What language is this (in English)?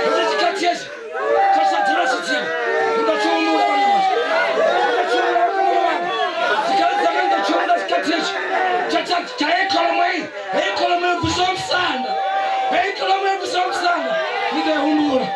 Venda